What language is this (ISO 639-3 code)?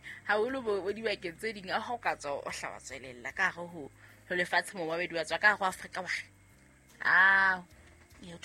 sot